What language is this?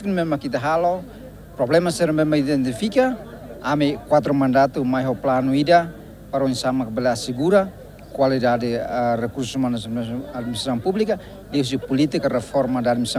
Tetum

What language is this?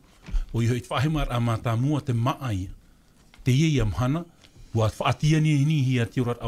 Tahitian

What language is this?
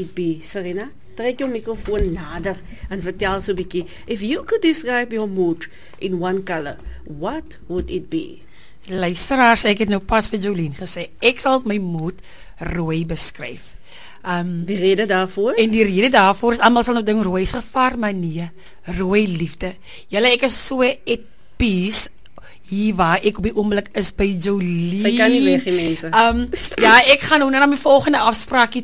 Afrikaans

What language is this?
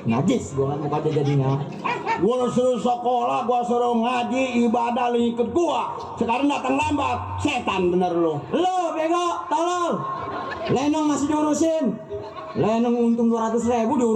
Betawi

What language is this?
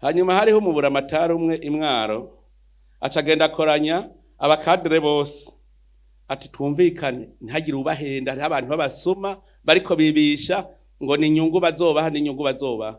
Rundi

